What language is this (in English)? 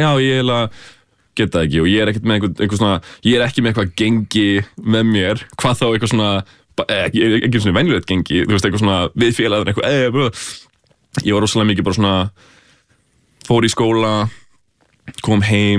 Icelandic